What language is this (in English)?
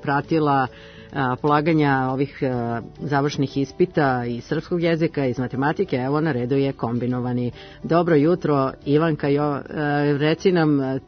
Serbian